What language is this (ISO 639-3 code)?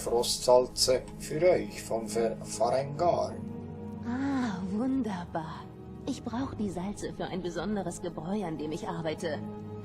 gsw